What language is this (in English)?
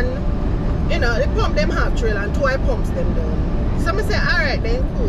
Jamaican Creole English